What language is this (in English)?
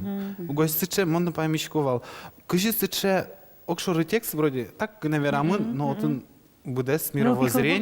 Udmurt